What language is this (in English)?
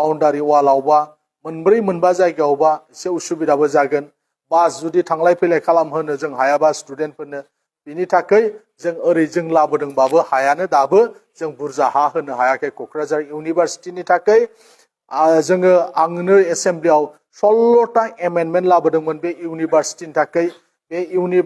Bodo